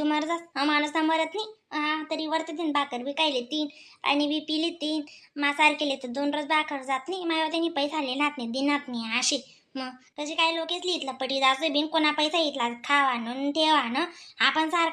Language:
Khandesi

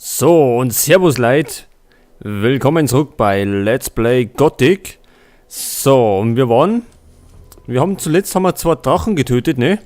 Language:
Bavarian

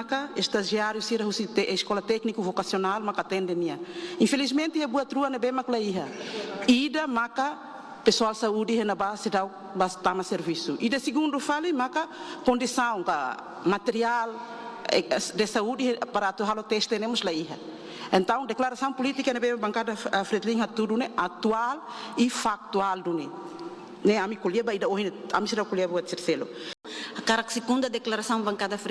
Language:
Tetum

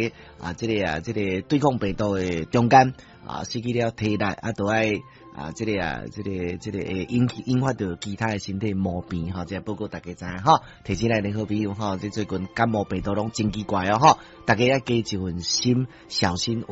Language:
Min Nan Chinese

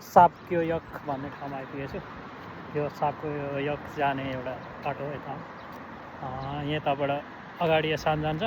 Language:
Nepali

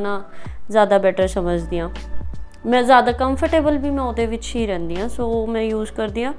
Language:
Punjabi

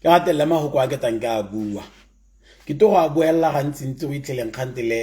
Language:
Tswana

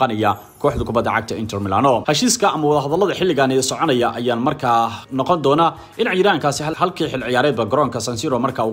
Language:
Somali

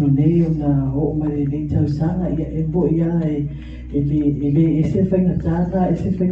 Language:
Samoan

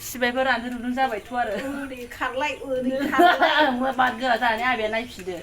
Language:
Bodo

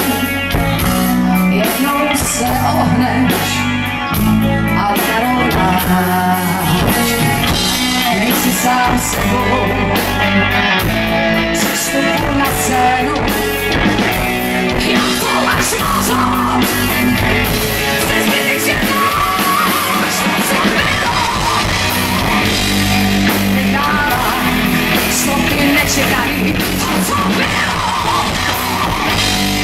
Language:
Czech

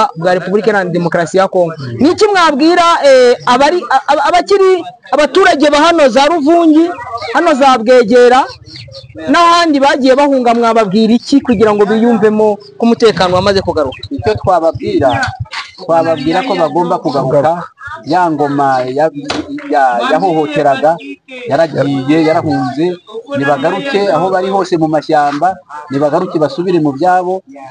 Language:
Kinyarwanda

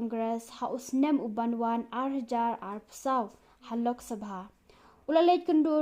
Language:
Khasi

